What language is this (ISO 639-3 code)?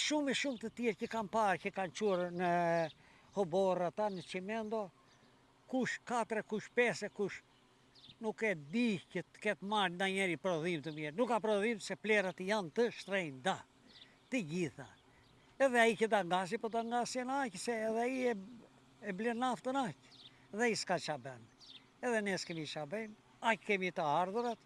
sqi